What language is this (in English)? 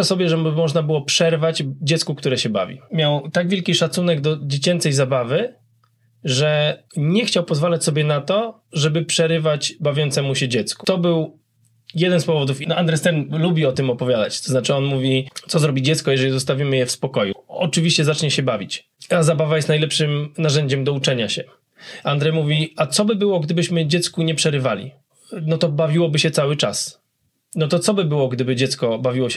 Polish